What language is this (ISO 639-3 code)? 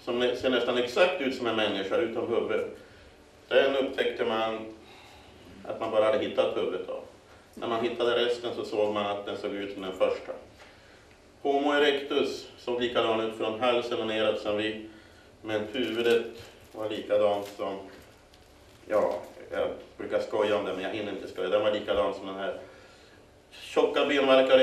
swe